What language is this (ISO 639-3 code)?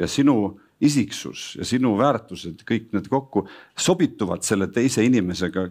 est